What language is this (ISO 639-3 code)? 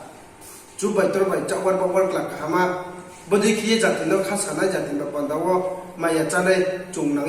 ria